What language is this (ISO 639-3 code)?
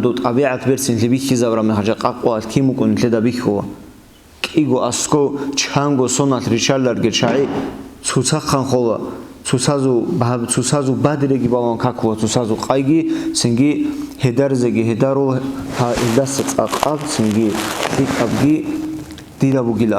ava